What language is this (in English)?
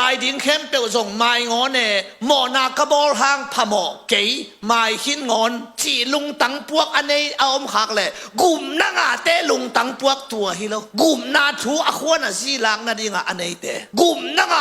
Tedim Chin